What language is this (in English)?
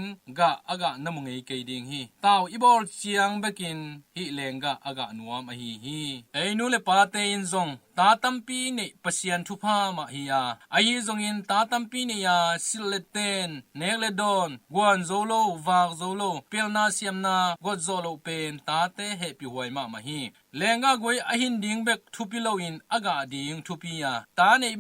Tedim Chin